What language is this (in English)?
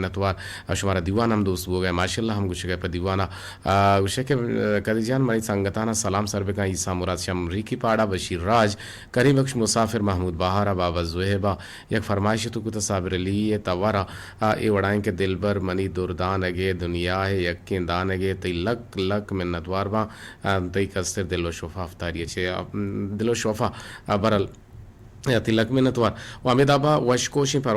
Eastern Balochi